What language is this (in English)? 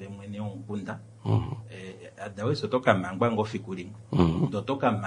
Kuanyama